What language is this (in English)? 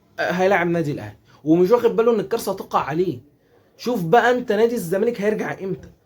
Egyptian Arabic